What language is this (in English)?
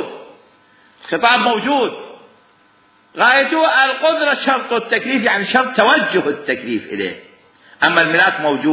Mesopotamian Arabic